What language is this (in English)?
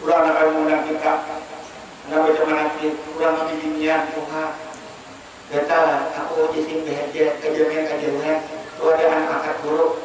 Banjar